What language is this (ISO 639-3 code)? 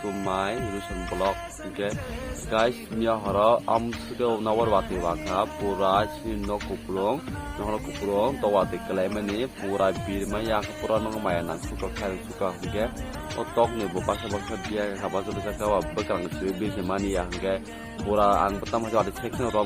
trp